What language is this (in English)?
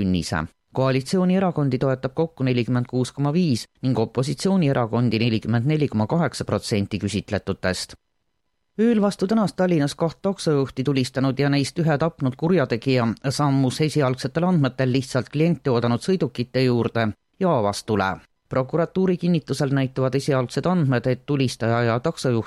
Estonian